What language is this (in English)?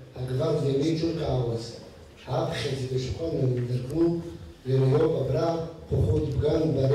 Abkhazian